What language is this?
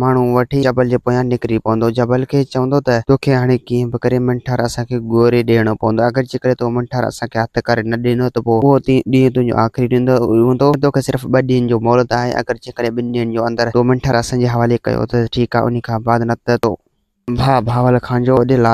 Sindhi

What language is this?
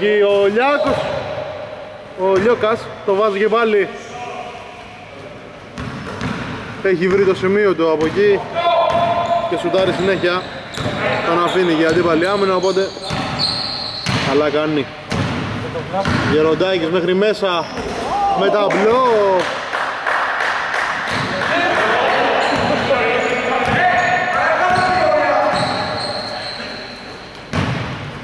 Greek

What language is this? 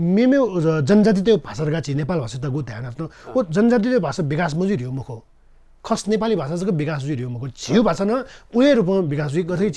Newari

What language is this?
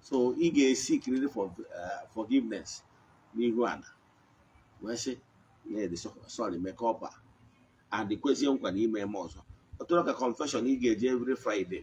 Igbo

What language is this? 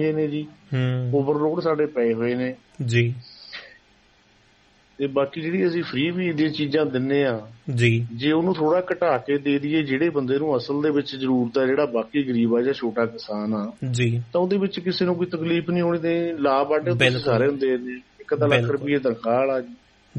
Punjabi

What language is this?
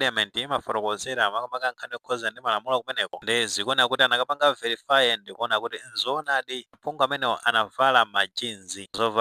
Nyanja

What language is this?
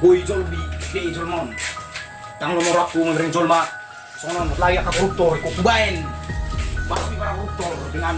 Batak Toba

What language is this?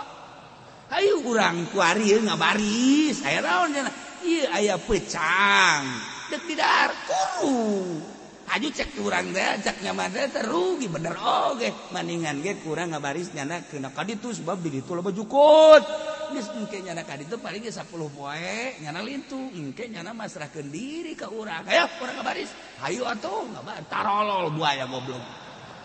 Sundanese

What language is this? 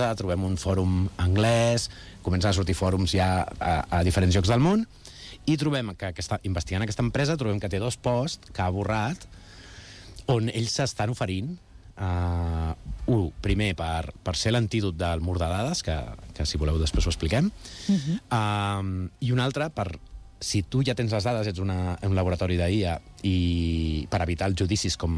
Catalan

